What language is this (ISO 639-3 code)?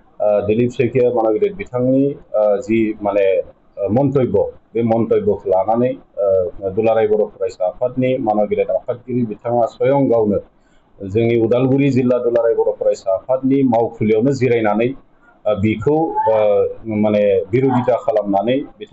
brx